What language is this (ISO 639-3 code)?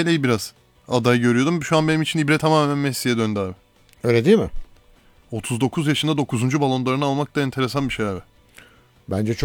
tur